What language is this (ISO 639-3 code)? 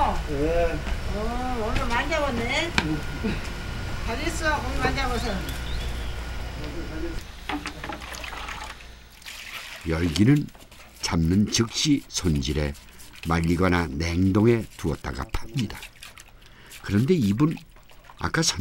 kor